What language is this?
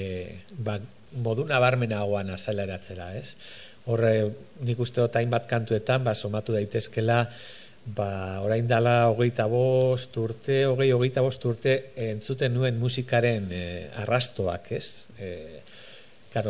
Basque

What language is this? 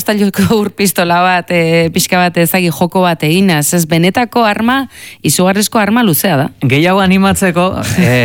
Basque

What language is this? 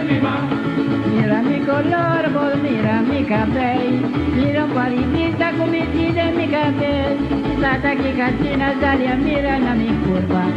Papiamento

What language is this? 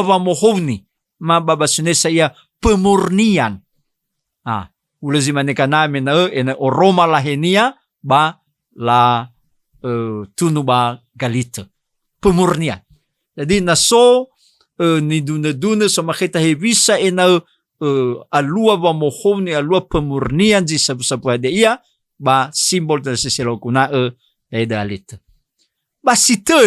Nias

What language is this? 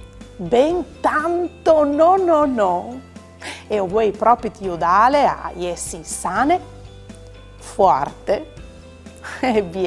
Friulian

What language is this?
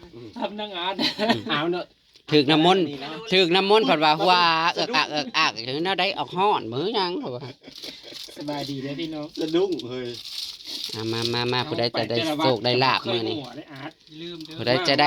Northeastern Thai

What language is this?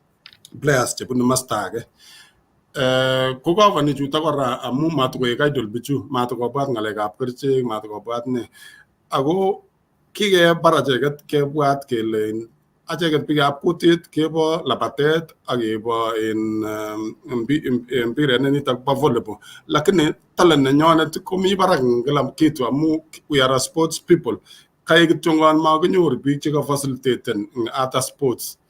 Kalenjin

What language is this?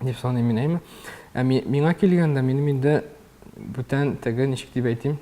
Tatar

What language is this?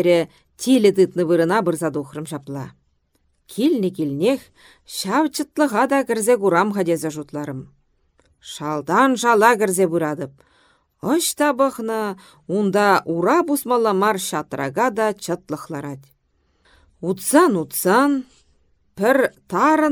Chuvash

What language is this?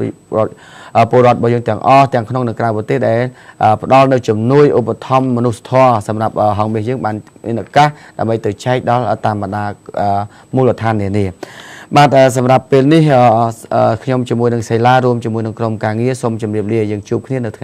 Khmer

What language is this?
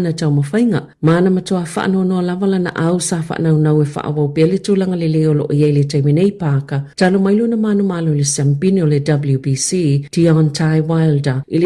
Samoan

